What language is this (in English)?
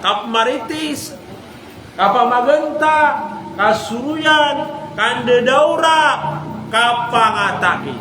Maranao